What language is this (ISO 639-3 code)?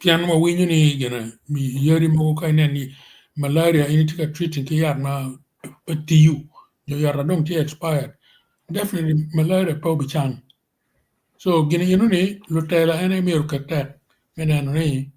ach